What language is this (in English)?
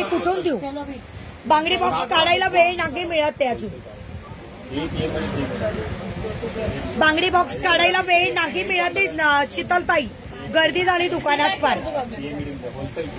Marathi